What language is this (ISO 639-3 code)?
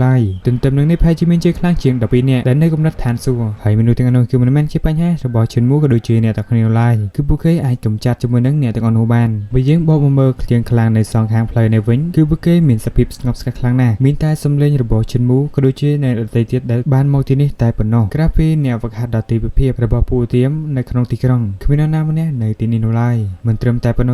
khm